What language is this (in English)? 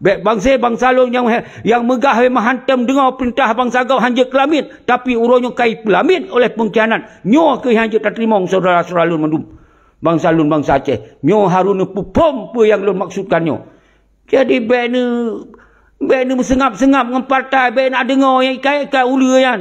Achinese